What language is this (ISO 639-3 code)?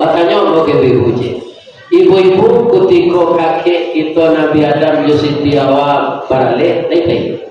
min